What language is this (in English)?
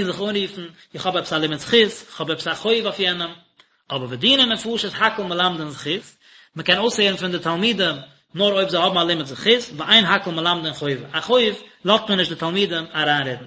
Yiddish